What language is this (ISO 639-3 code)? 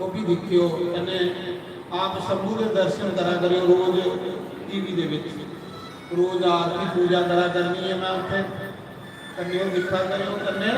doi